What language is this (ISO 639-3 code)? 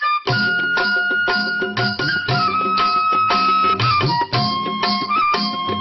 kan